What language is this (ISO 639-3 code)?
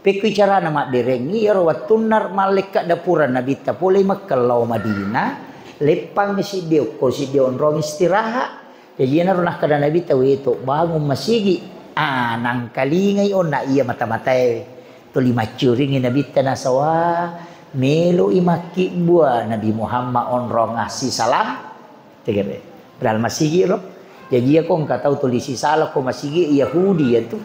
bug